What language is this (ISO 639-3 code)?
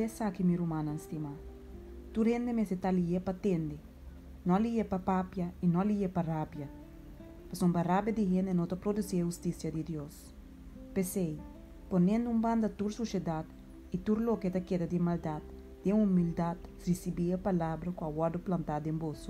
pap